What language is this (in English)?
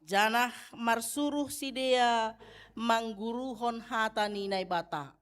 Batak Simalungun